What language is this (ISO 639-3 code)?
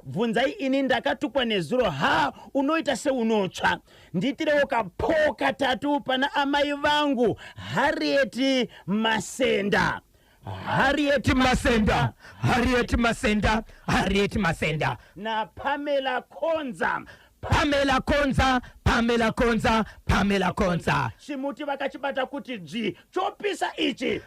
sna